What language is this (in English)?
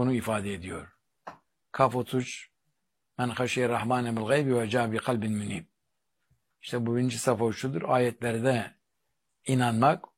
Turkish